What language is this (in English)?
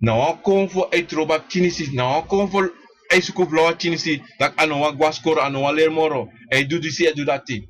Sranan Tongo